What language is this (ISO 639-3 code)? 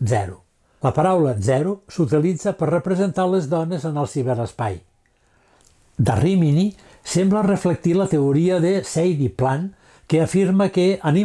cat